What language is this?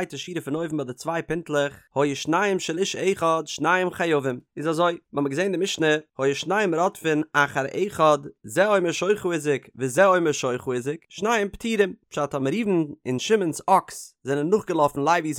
Yiddish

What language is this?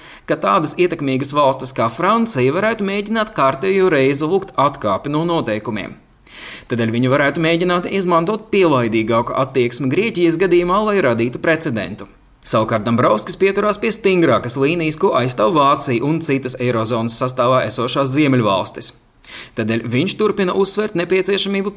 Latvian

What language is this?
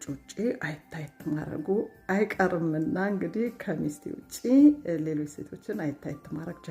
Amharic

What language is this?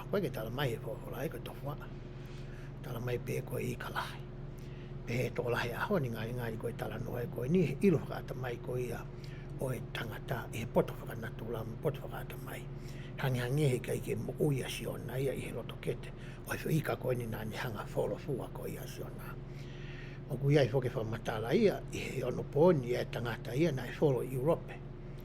Tongan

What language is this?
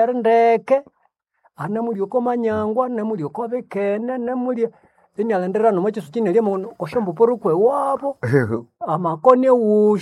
Nande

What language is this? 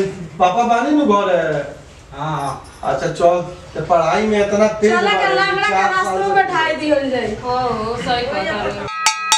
Bhojpuri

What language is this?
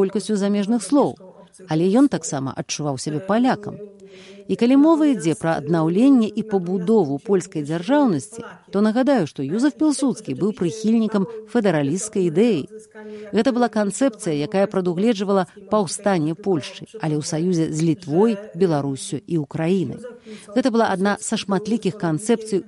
Belarusian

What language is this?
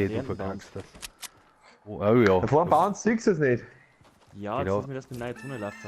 Bavarian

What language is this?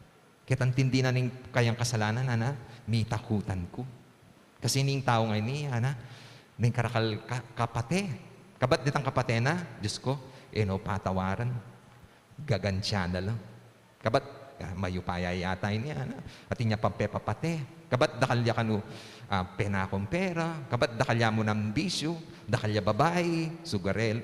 Pampanga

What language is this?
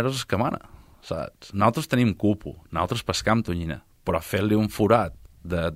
Catalan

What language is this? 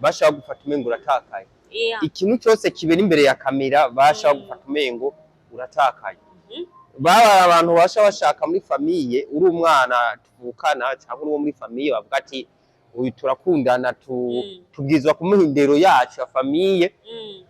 Rundi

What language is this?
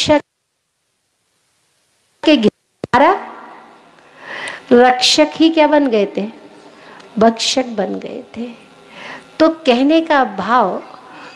Hindi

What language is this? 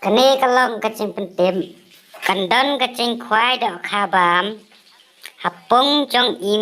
Khasi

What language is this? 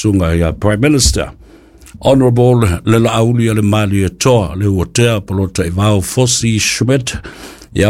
Samoan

